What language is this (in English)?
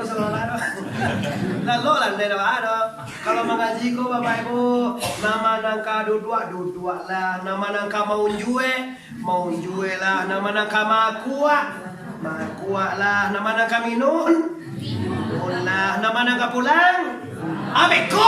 Minangkabau